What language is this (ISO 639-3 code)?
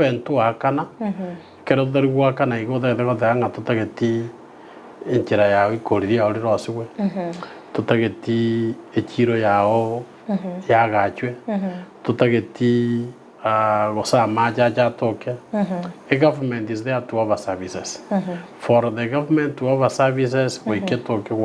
guz